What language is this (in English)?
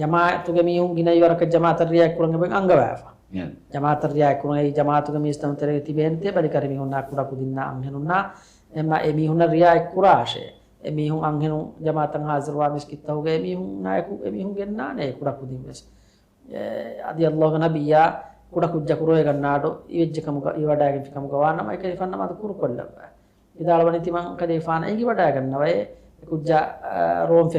Divehi